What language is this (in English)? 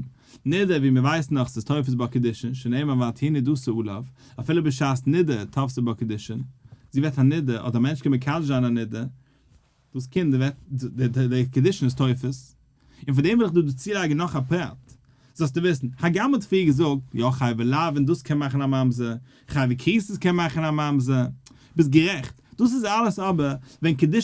Yiddish